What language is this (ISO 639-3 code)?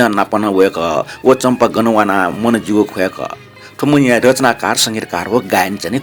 new